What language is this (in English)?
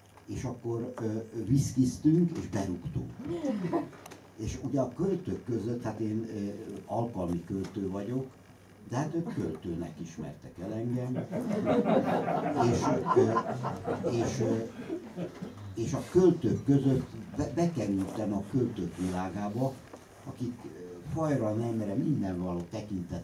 Hungarian